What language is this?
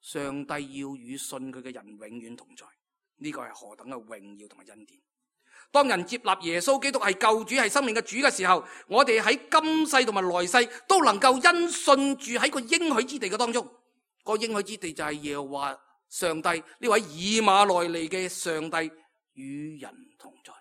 Cantonese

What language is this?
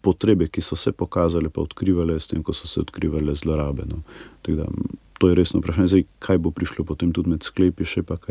Slovenian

